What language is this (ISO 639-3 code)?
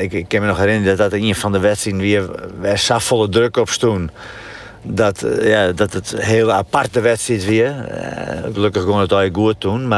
fry